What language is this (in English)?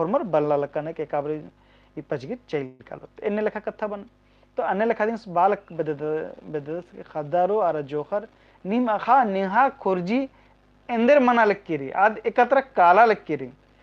Kurukh